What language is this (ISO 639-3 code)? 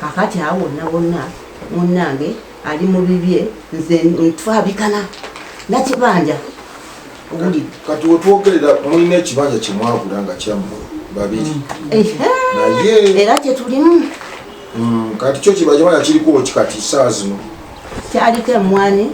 lug